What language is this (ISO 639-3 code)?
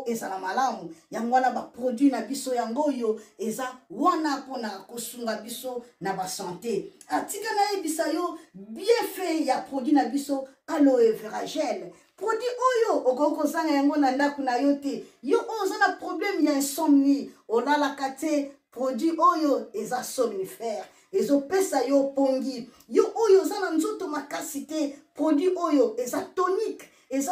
lin